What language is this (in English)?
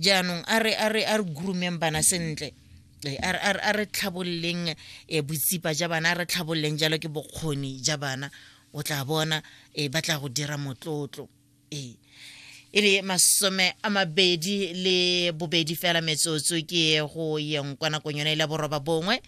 Tswana